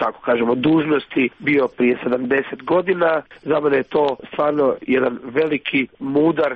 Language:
Croatian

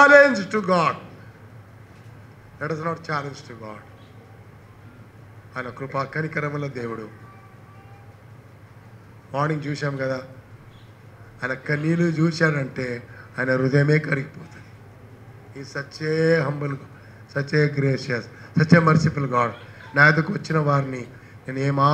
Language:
Telugu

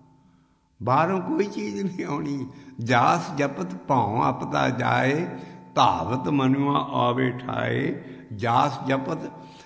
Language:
Punjabi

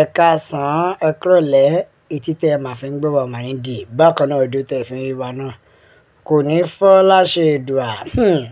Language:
Yoruba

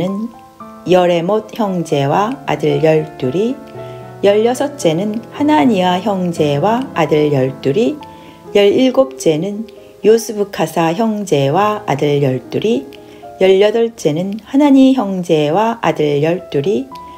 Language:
Korean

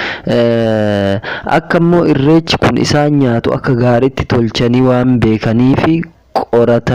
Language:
Oromo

